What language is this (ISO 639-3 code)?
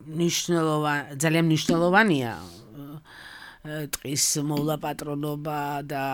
kat